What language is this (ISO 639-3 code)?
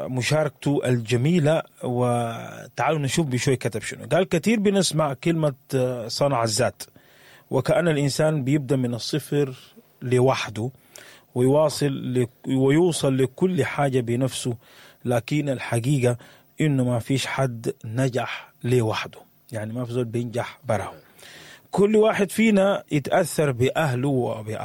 apd